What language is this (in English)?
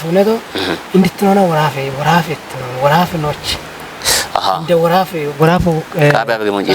Kafa